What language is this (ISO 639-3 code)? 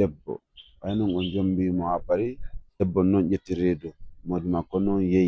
ful